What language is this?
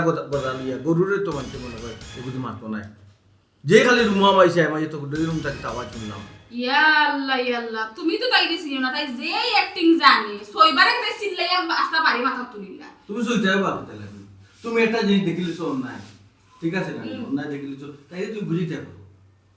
Sylheti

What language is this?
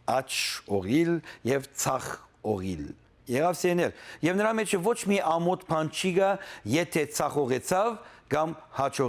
Western Armenian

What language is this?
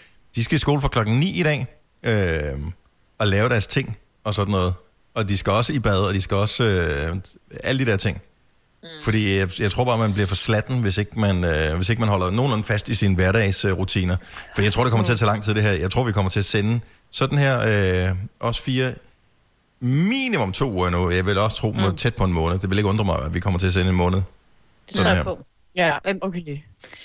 Danish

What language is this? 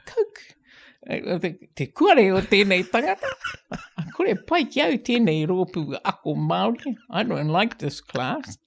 Māori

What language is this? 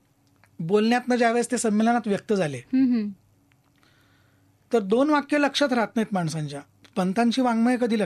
Marathi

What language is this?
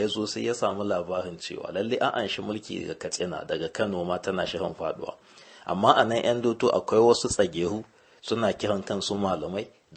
Hausa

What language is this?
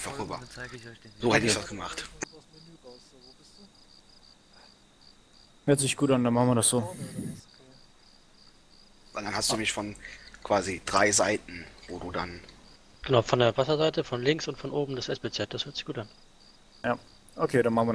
German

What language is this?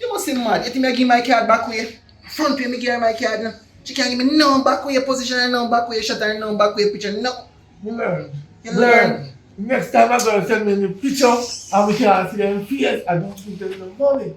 Jamaican Creole English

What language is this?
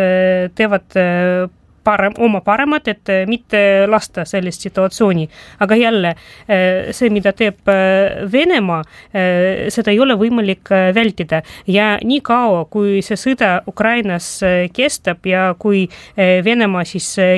Estonian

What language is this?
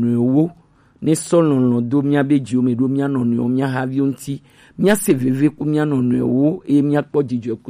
Gen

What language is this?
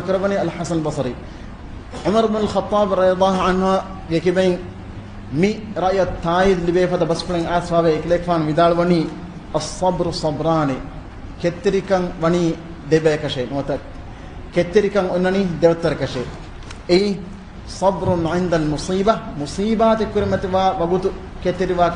Divehi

